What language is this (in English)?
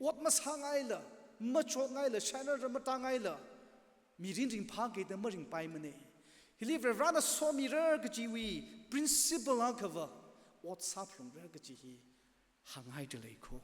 Tangkhul Naga (India)